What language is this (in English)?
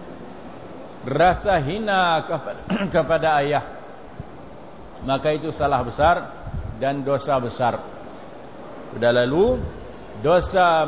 Malay